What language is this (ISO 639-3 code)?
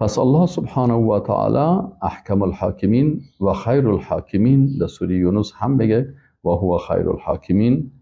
fas